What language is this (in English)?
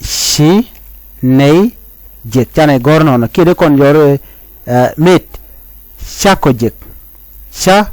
Nuer